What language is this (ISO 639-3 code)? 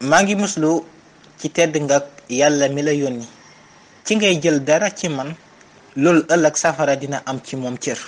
wol